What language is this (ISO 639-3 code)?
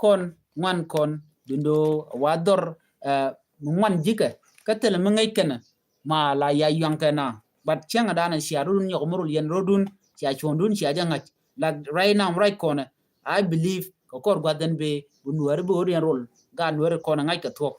nus